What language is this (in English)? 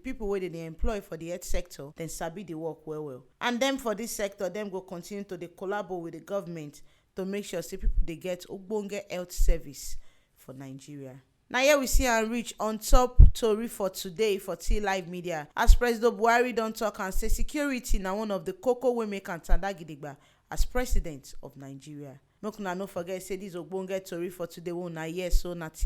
Nigerian Pidgin